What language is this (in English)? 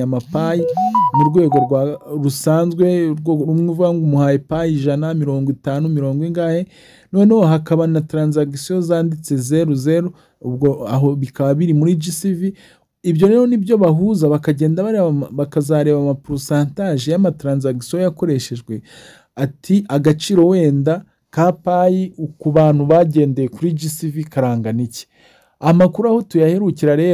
Kinyarwanda